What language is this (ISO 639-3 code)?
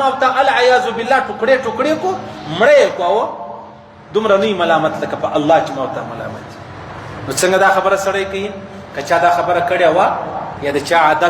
pus